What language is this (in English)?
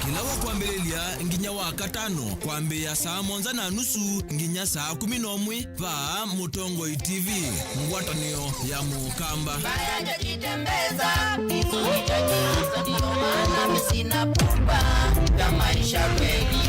Kamba